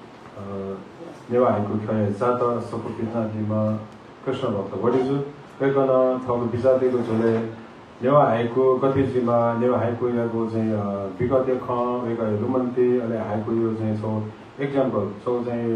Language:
Newari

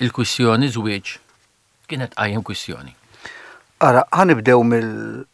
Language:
Maltese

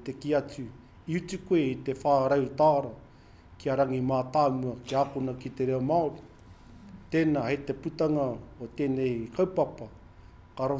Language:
Māori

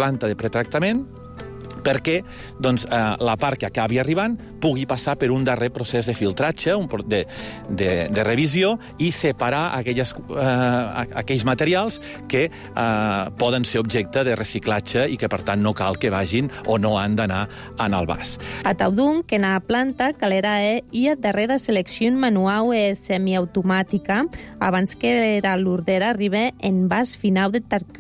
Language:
Catalan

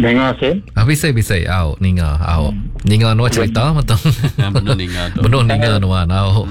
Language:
Iban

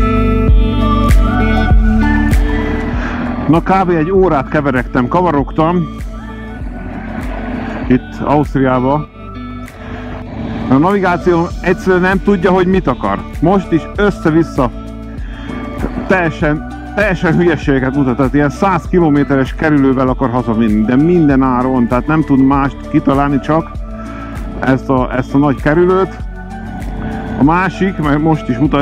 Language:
Hungarian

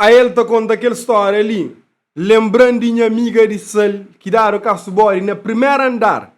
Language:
Kabuverdianu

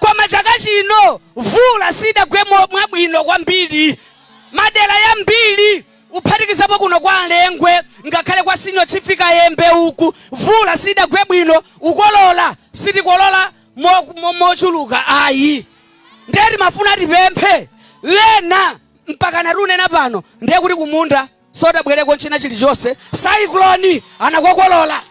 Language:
Nyanja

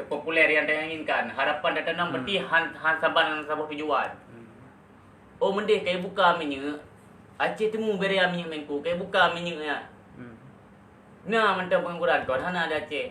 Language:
Achinese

